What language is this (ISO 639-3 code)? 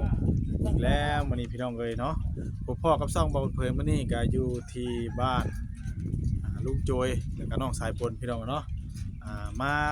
tts